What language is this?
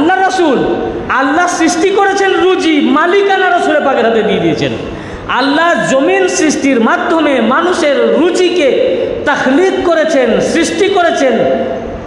Bangla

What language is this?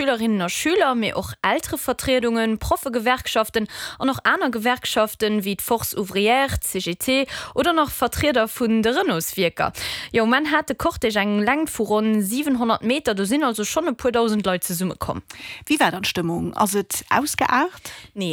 Luxembourgish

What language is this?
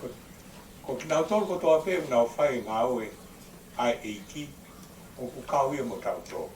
Tongan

